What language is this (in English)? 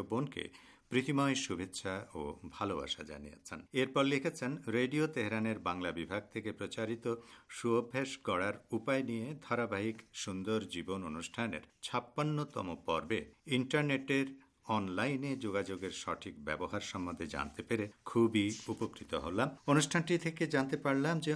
Bangla